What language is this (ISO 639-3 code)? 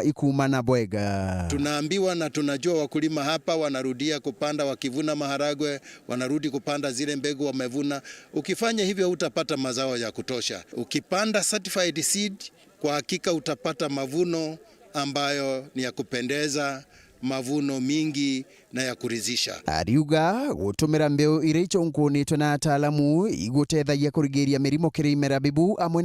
mer